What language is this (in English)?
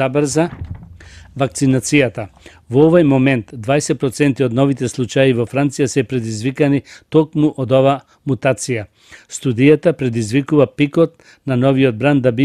Macedonian